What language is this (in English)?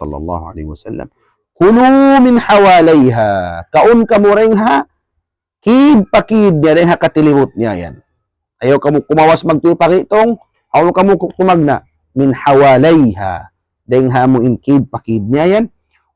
Tausug